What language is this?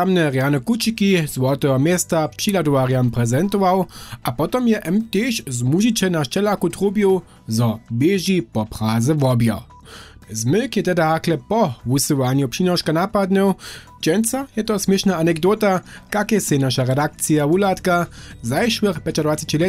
Upper Sorbian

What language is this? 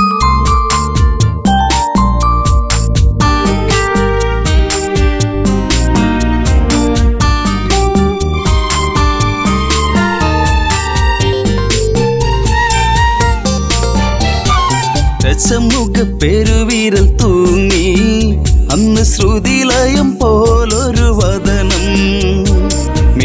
Malayalam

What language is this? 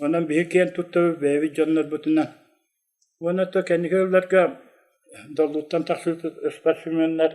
Yakut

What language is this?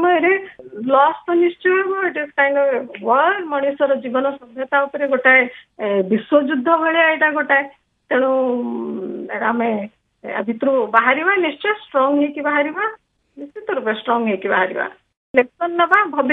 Odia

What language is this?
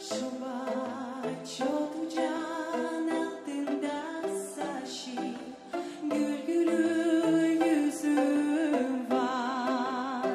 Gagauz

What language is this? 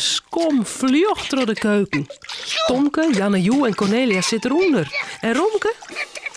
Western Frisian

